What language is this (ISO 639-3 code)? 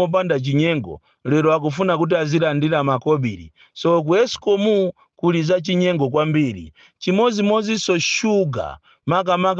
nya